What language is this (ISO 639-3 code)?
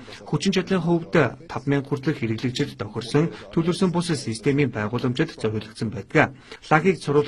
mon